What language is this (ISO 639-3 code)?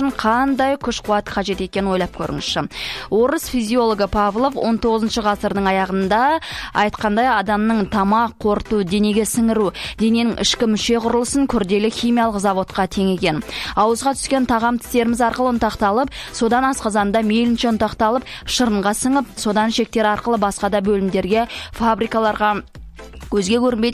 kaz